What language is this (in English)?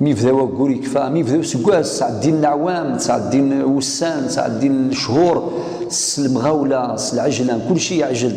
Kabyle